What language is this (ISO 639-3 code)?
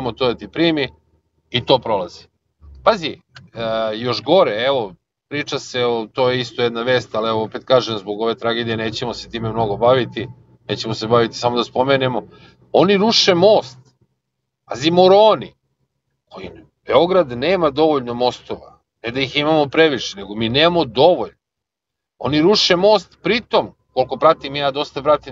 srp